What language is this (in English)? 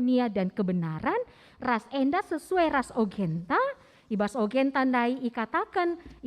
Batak Karo